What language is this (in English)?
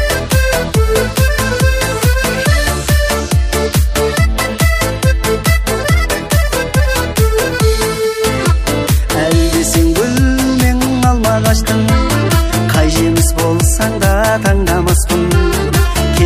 Kazakh